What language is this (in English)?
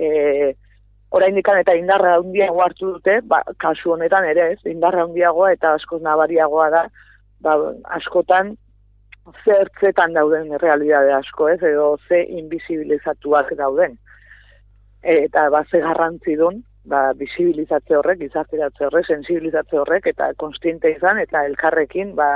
Basque